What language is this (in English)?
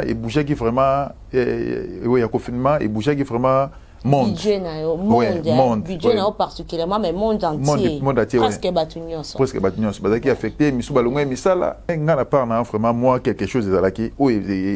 Lingala